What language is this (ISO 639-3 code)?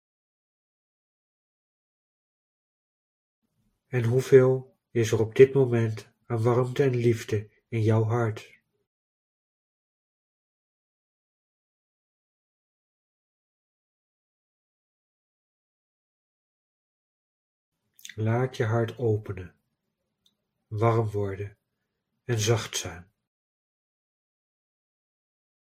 nld